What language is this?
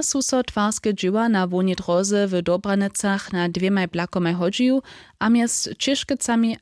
Upper Sorbian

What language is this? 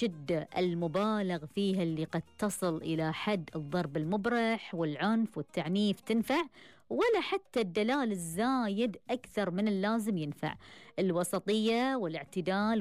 Gulf Arabic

